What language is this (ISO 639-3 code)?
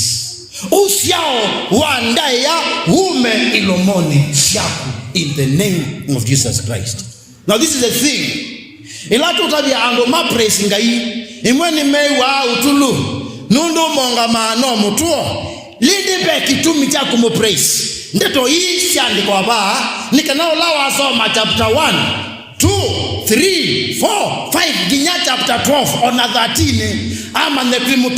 kam